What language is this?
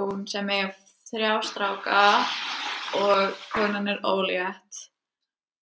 Icelandic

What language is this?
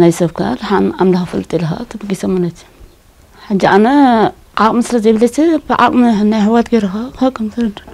Tigrinya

